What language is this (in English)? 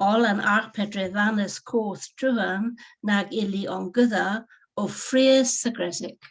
Cornish